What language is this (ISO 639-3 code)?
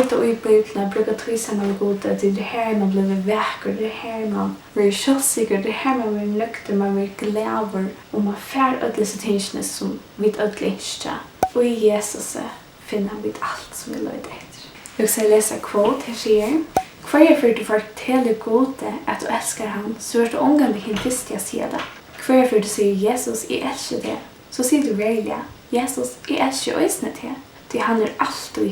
fao